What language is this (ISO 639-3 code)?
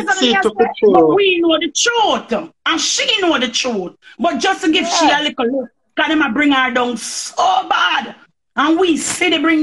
jam